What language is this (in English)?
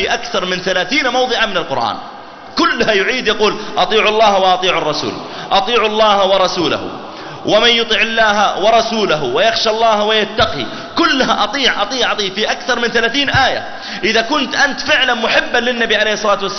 Arabic